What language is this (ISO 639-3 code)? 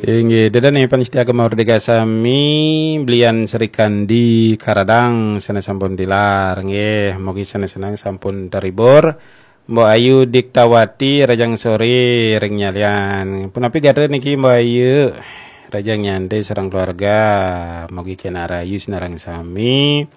ban